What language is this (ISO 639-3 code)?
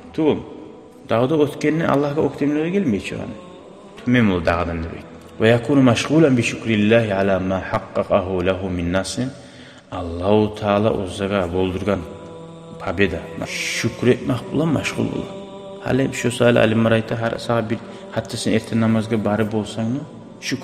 kum